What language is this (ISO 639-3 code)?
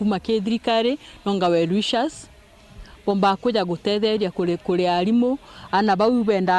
mer